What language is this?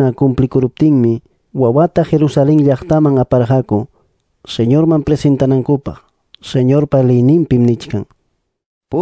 Ayacucho Quechua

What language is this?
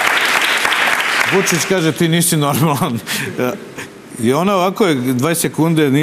Serbian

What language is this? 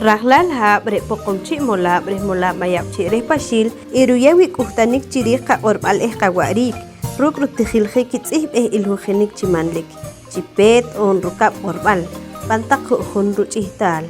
Poqomchi'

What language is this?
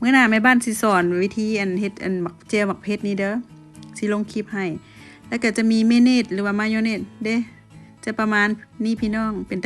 Lao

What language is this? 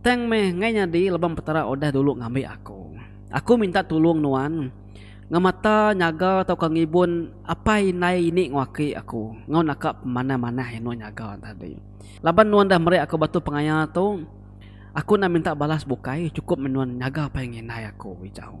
Iban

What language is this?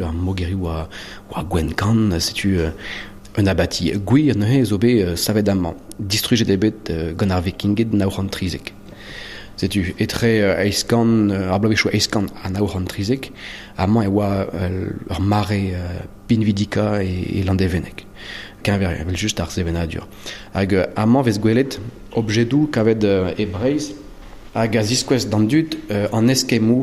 Breton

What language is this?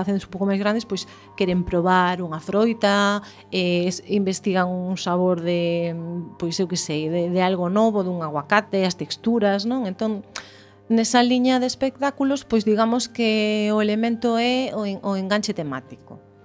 Galician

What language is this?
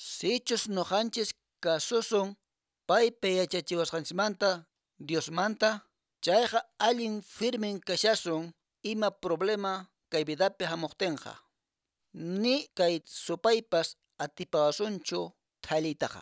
Quechua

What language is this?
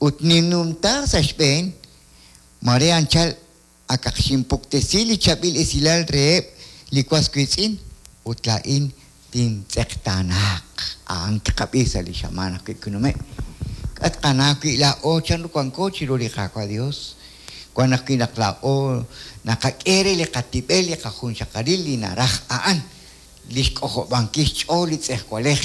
Kekchí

